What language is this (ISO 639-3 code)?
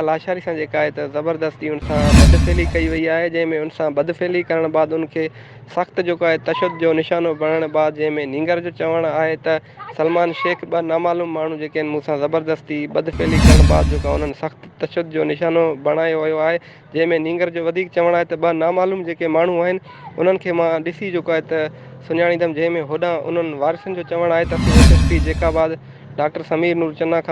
snd